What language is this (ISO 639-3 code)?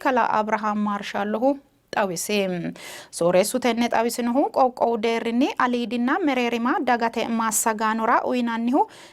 sid